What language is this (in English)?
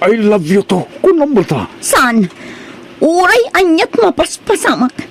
Iloko